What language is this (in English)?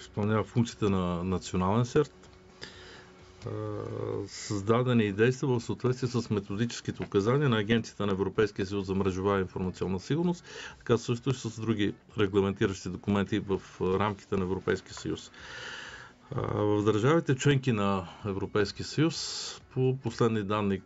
Bulgarian